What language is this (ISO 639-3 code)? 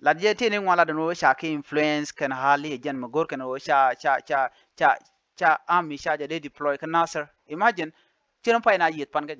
nus